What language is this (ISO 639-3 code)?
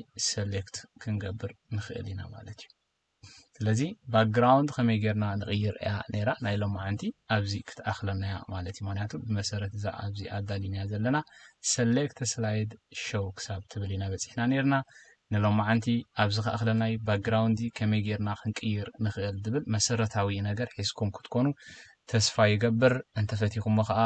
tir